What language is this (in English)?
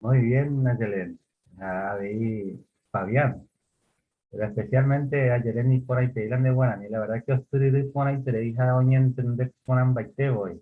Guarani